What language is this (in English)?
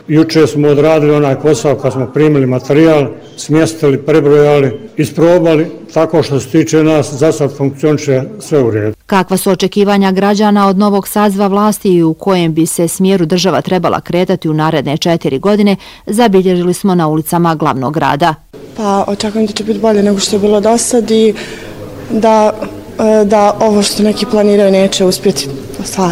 Bosnian